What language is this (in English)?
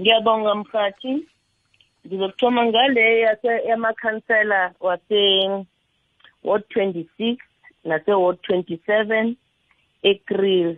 South Ndebele